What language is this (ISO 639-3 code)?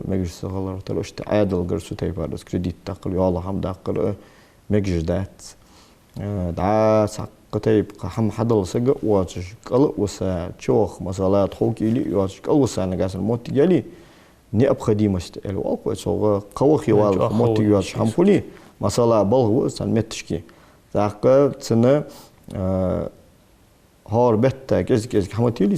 inh